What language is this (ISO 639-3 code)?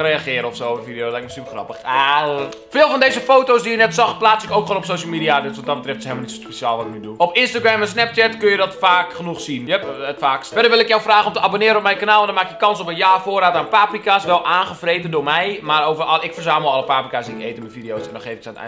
nld